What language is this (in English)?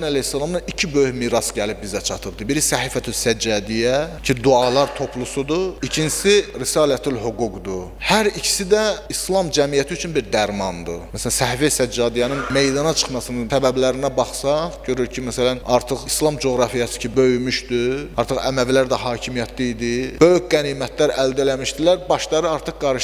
Azerbaijani